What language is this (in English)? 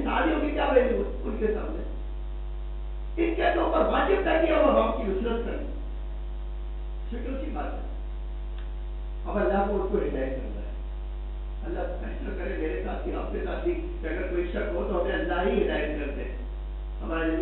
Urdu